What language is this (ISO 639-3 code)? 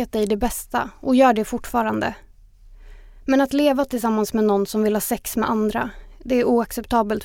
swe